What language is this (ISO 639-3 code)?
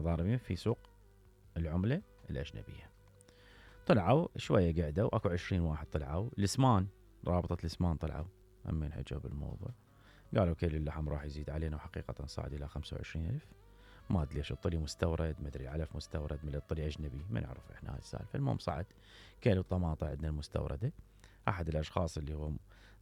acm